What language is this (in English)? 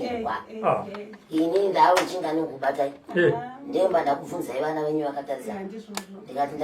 Shona